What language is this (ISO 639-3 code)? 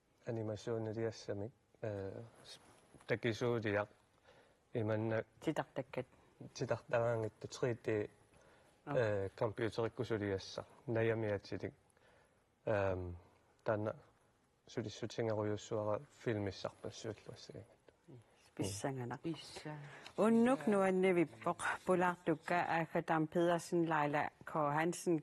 kal